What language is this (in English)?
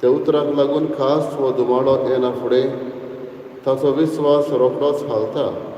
Konkani